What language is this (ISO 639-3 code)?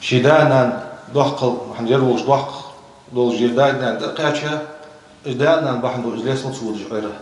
inh